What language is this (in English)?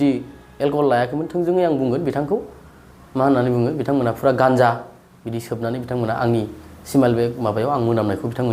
Bodo